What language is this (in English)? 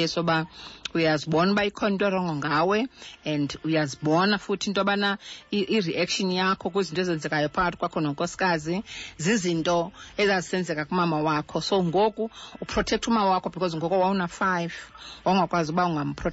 Xhosa